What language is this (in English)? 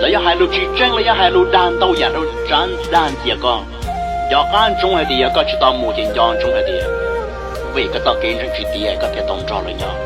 Hmong